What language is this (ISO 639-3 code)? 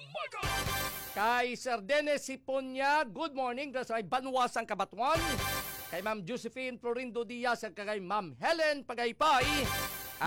hil